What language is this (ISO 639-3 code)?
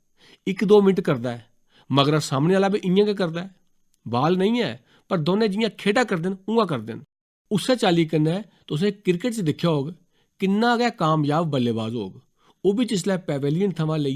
doi